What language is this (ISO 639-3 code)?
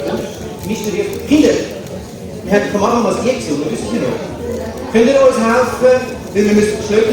gsw